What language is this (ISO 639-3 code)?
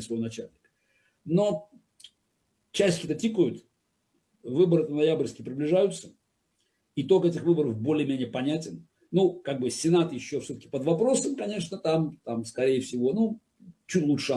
rus